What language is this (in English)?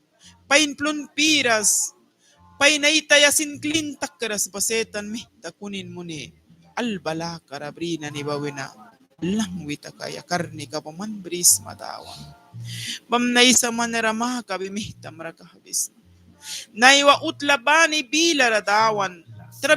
Mískito